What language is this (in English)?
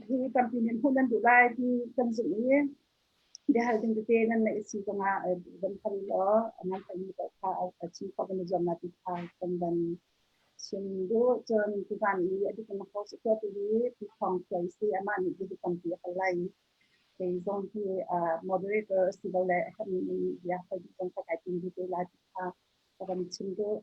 Hakha Chin